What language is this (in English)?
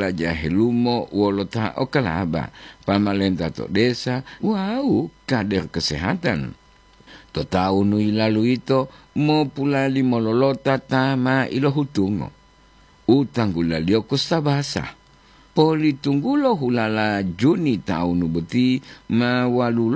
Gorontalo